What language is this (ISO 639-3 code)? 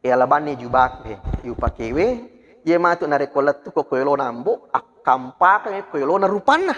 bug